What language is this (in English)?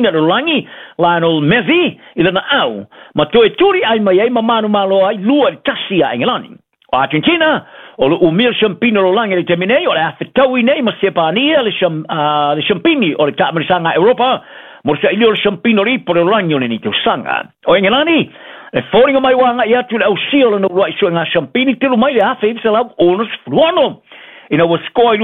Samoan